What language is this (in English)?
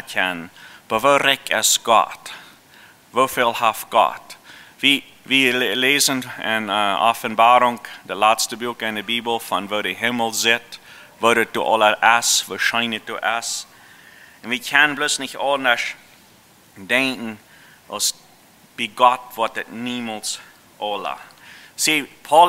Plautdietsch